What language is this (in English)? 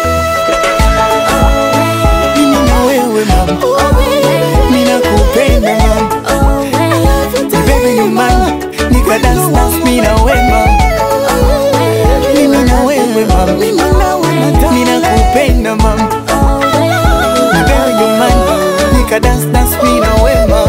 Swahili